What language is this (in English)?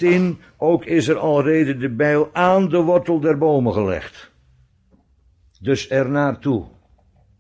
Dutch